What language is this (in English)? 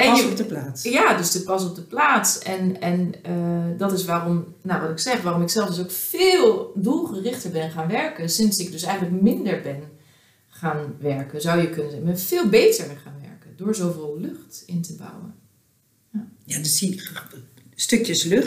Dutch